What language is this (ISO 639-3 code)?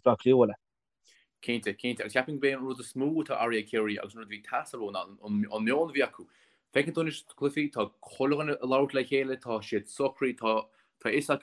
gle